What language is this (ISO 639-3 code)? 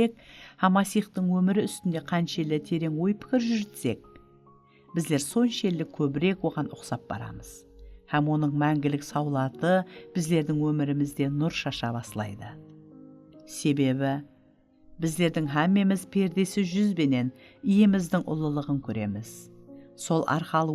kaa